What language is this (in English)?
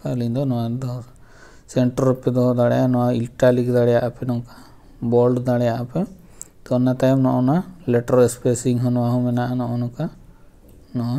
Santali